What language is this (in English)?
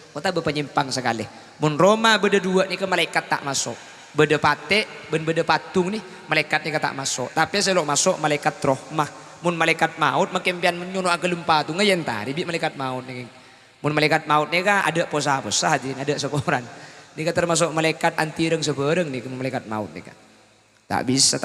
Madurese